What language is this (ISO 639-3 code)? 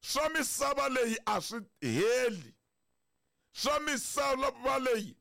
tso